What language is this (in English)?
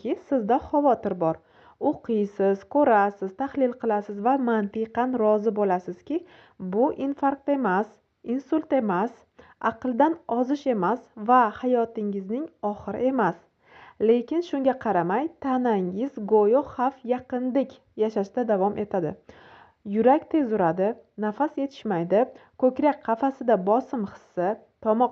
Uzbek